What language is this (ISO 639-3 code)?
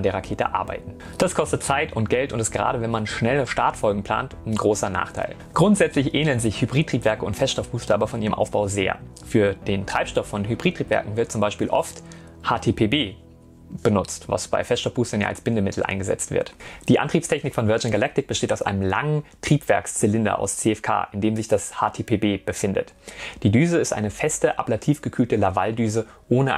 deu